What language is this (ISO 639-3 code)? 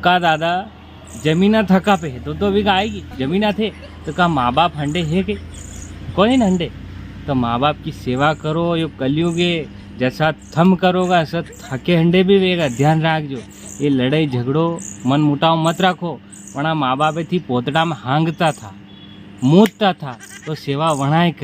raj